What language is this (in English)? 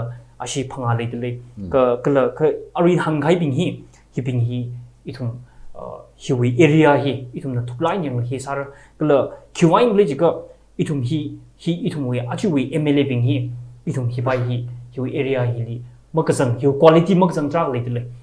Tangkhul Naga (India)